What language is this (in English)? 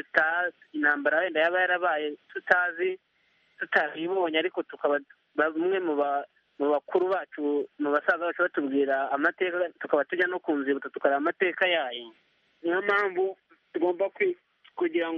Kinyarwanda